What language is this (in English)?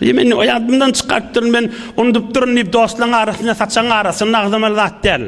Turkmen